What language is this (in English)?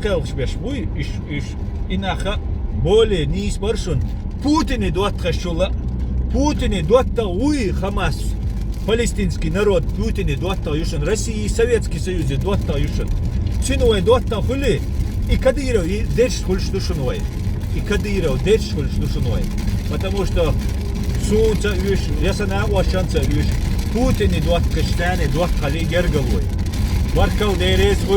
Chechen